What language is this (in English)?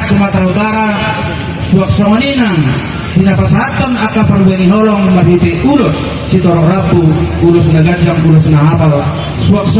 Batak Toba